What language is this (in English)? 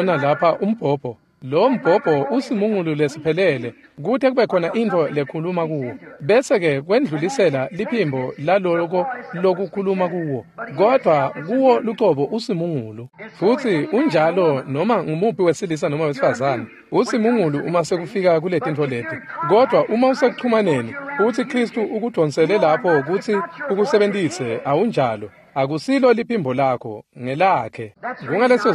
Swati